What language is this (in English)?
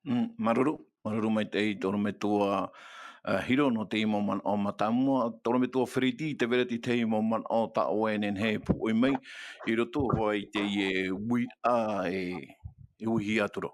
Tahitian